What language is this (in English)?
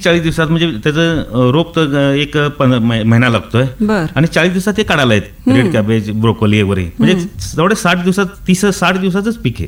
Marathi